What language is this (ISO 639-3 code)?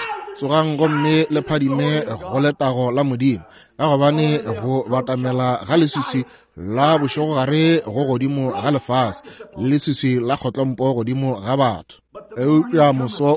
nso